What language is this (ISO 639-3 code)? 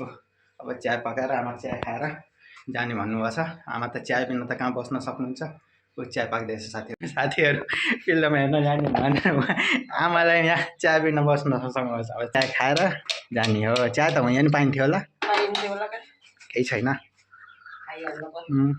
nep